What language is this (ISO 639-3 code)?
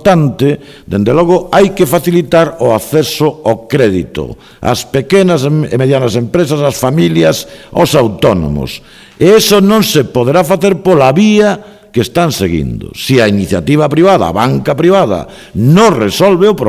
glg